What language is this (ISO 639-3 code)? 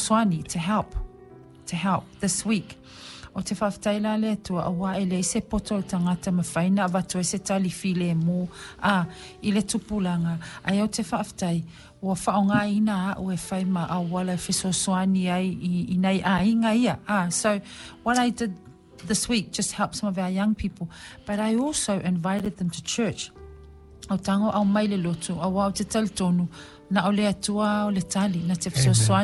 smo